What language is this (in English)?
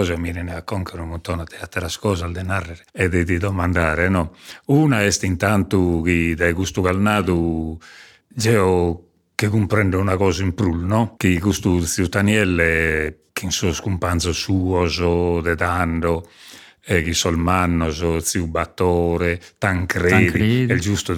Sardinian